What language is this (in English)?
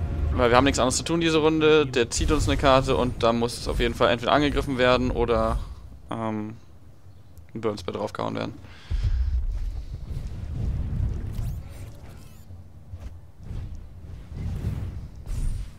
German